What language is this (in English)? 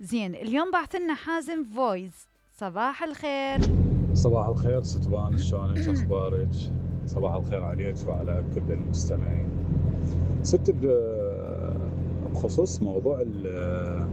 Mesopotamian Arabic